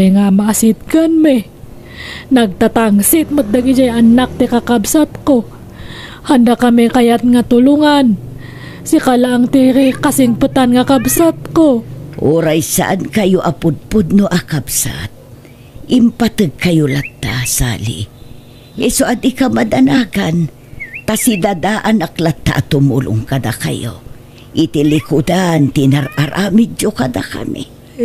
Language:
Iloko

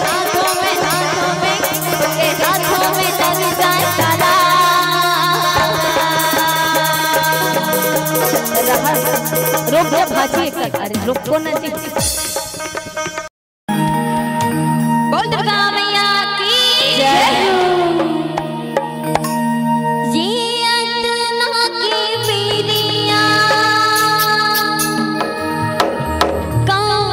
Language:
Chhattisgarhi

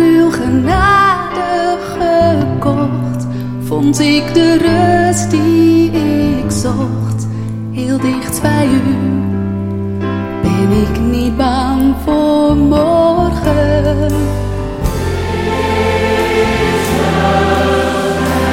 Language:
Dutch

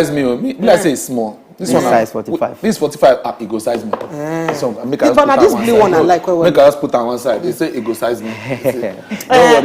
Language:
Nigerian Pidgin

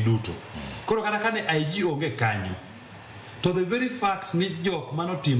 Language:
Luo (Kenya and Tanzania)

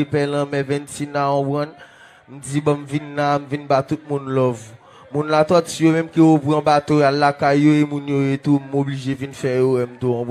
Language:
Haitian Creole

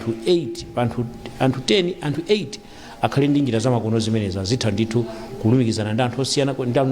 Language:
Nyanja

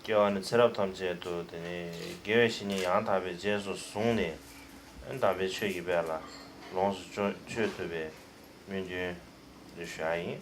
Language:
Tibetan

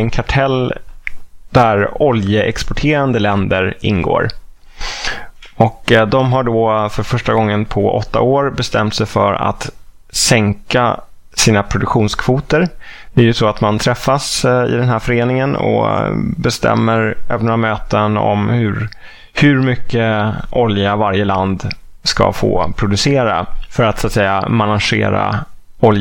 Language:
Swedish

